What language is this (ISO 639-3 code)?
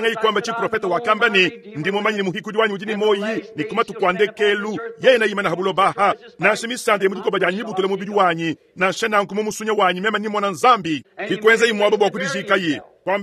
lua